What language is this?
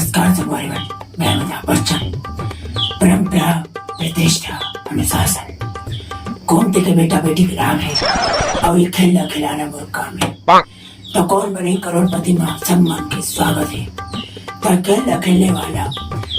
Chhattisgarhi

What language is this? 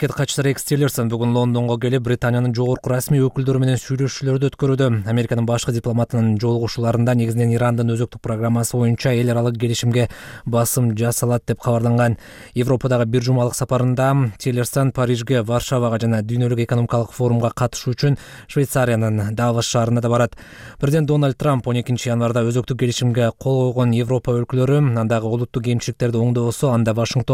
Kyrgyz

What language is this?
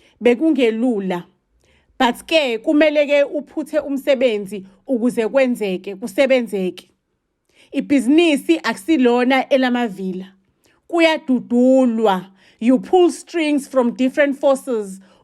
Zulu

